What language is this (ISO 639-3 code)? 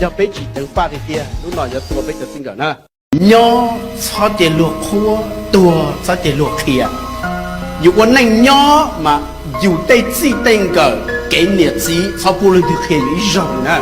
hmn